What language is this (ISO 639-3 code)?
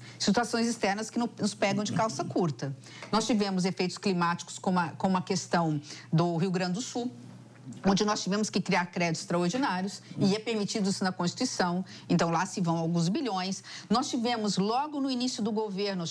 por